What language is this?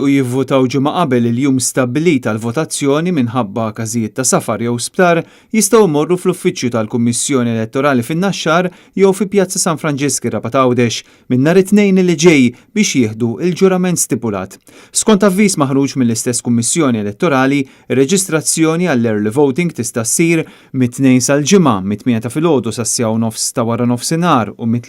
Maltese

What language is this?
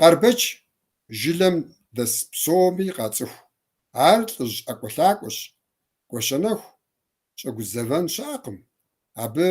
Kabardian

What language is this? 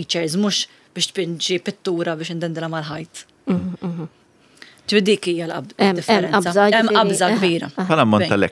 Maltese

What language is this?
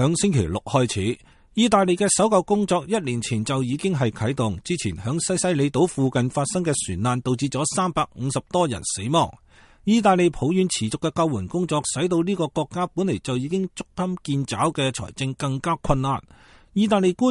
Cantonese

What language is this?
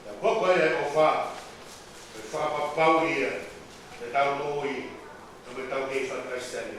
Tongan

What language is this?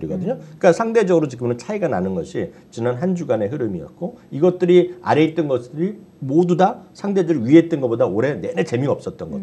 Korean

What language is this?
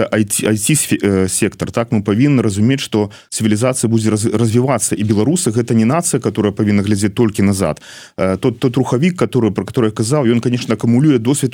Belarusian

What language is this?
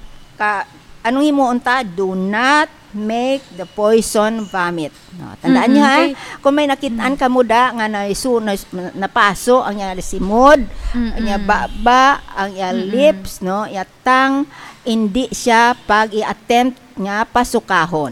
Hiligaynon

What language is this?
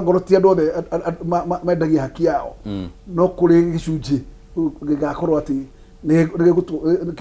Kikuyu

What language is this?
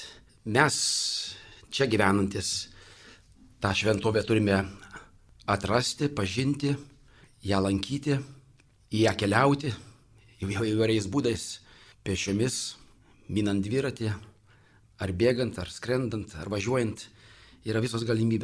Lithuanian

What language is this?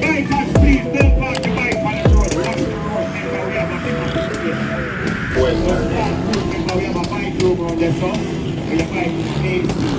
Jamaican Creole English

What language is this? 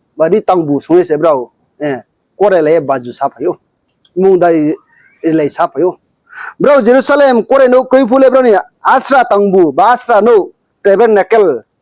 Riang (India)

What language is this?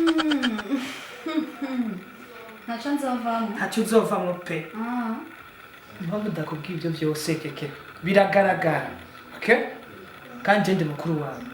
Rundi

